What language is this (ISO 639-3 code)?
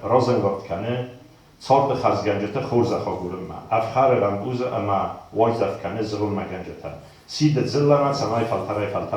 oss